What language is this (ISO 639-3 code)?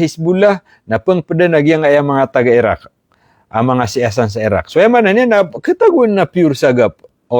mrw